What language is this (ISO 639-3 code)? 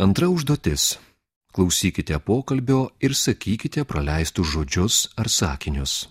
lit